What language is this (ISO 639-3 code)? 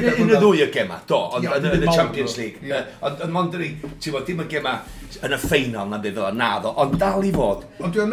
cym